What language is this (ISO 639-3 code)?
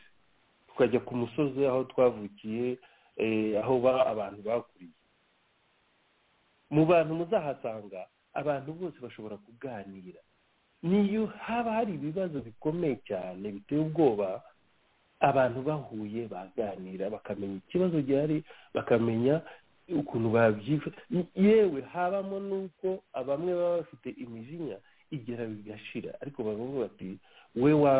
kin